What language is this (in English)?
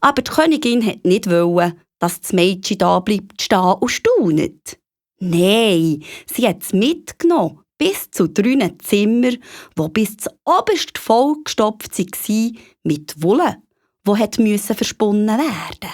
Swiss German